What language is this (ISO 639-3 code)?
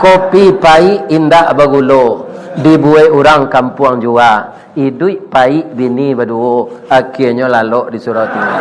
min